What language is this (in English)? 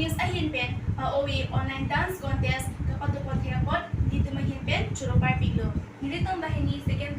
Karbi